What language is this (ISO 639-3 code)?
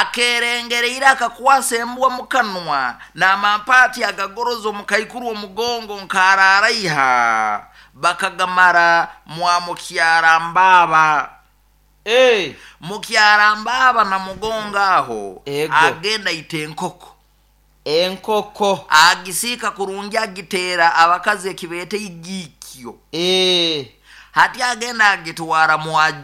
nyo